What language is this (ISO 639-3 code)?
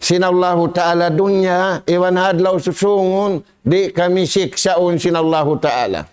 tsg